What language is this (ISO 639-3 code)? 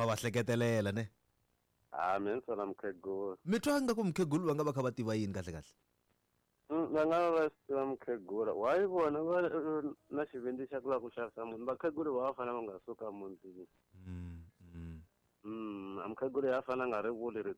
tso